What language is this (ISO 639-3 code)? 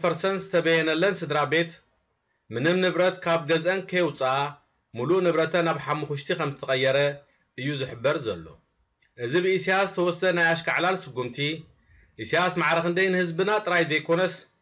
tir